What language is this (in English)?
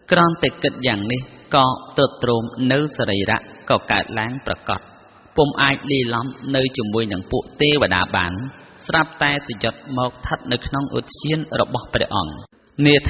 Khmer